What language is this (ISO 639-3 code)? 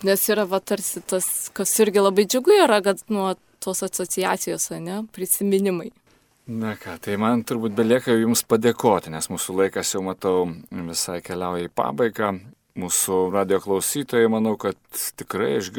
lit